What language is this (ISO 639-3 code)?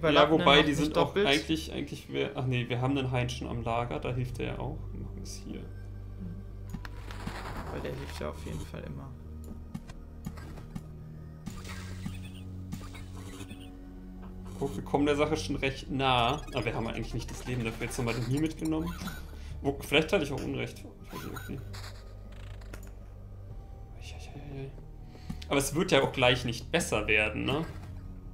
deu